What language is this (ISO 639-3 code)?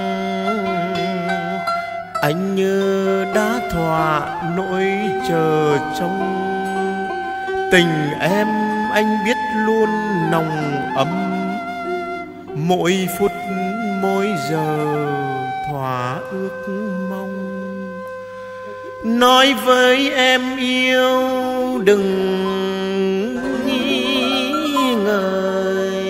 vie